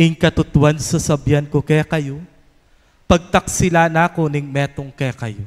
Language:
Pampanga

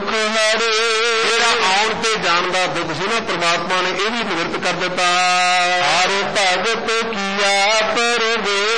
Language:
Punjabi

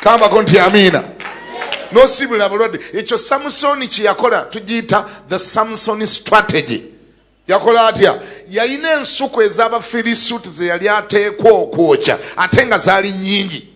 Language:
Ganda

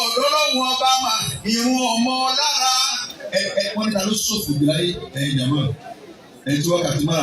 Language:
Yoruba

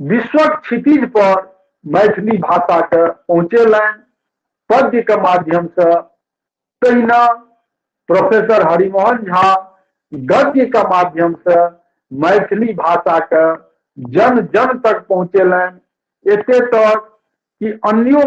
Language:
Maithili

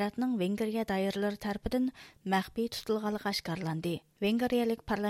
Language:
Uyghur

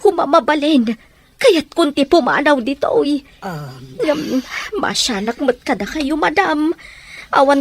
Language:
Iloko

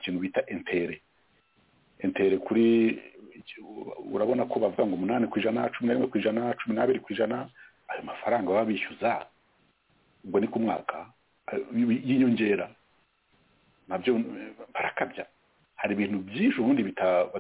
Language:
Kinyarwanda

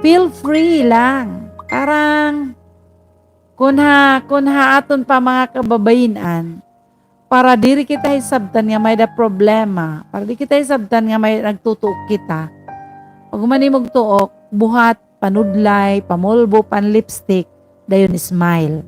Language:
Waray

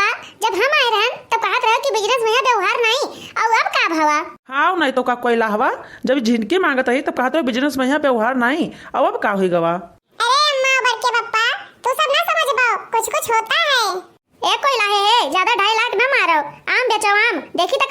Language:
Awadhi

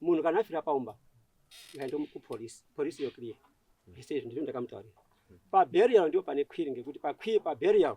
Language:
Shona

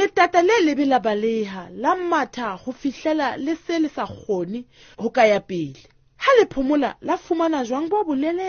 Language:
Southern Sotho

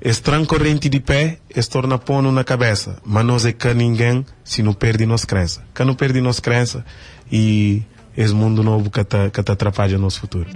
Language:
Kabuverdianu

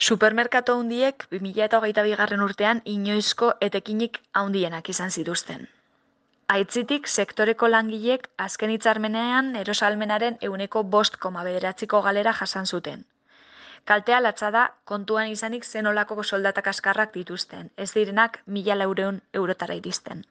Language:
Basque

